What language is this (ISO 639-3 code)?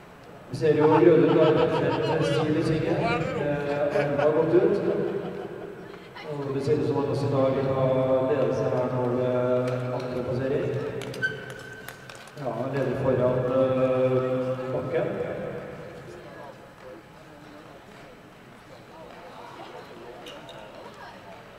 nor